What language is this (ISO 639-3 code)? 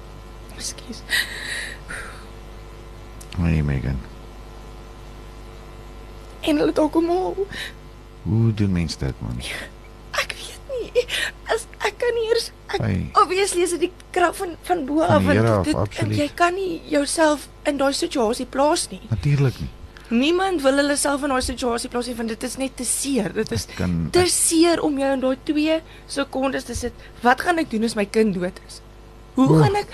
afr